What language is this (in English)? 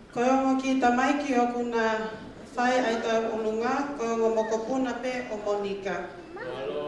Tongan